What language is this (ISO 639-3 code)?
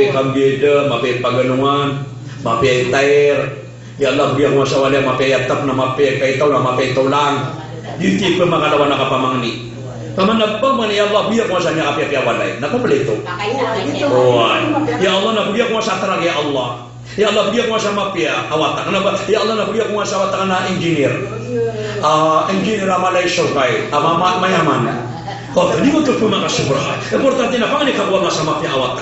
mrw